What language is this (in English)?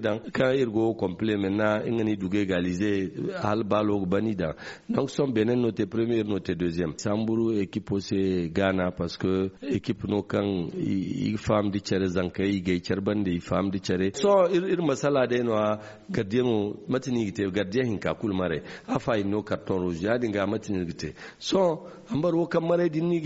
Zarma